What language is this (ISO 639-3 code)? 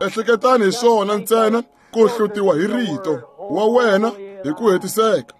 tso